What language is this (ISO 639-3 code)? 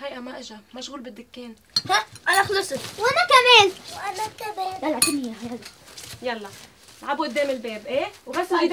apc